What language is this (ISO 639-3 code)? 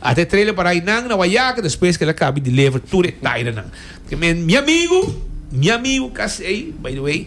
pap